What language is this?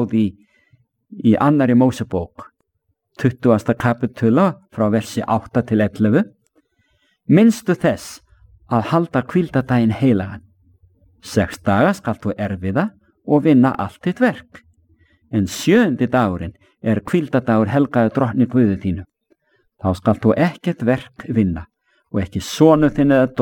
Icelandic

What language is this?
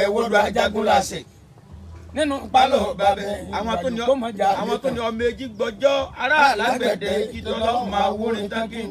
Yoruba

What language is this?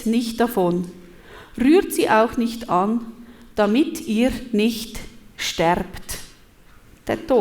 Swiss German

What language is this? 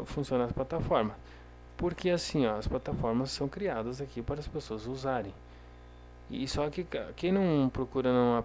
Portuguese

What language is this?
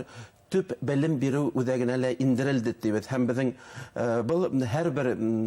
Bashkir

